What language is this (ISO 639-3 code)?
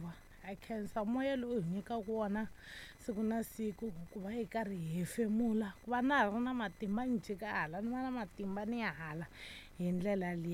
tso